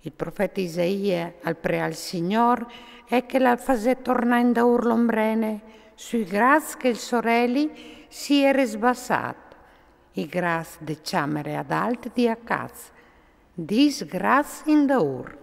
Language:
Friulian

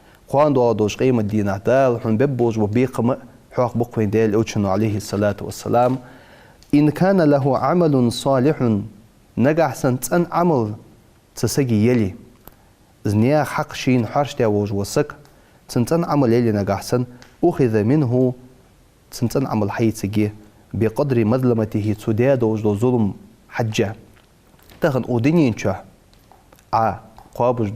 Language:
Ingush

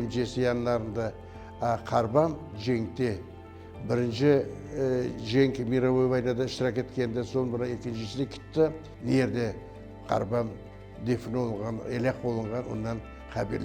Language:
Crimean Tatar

